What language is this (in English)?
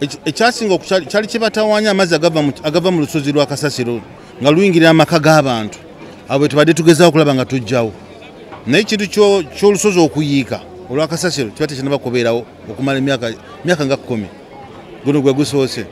Ganda